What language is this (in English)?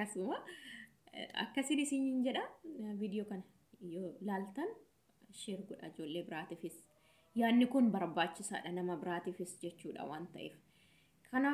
Oromo